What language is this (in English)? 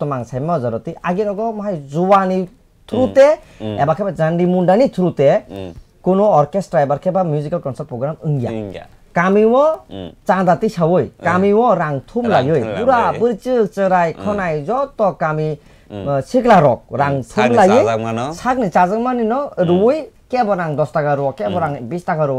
Kok Borok